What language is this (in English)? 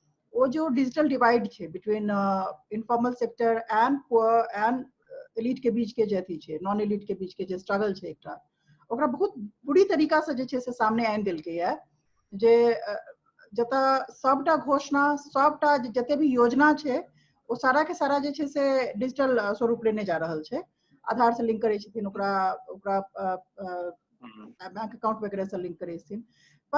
Maithili